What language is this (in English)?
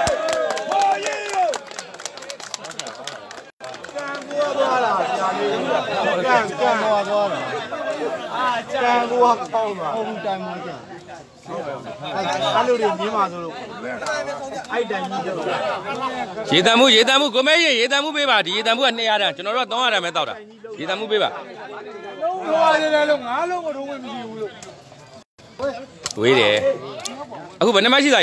Burmese